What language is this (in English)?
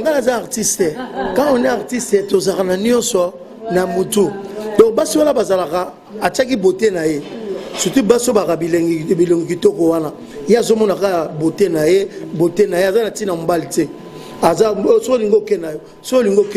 Lingala